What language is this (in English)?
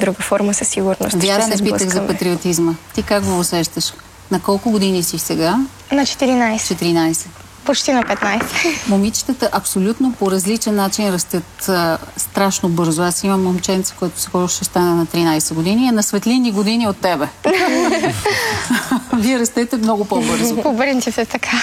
Bulgarian